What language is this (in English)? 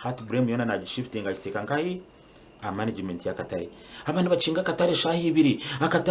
Nyankole